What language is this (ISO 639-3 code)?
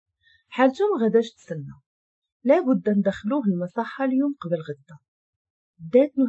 ary